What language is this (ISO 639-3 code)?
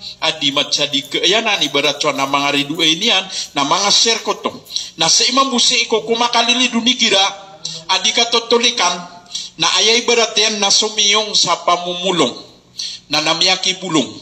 mrw